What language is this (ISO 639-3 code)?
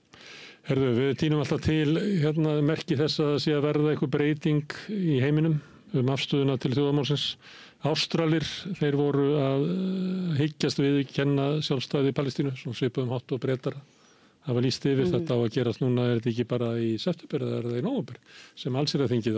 isl